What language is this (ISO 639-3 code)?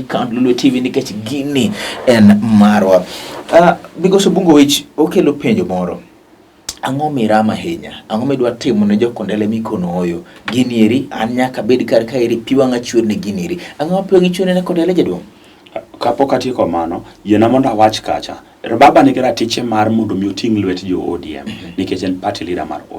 luo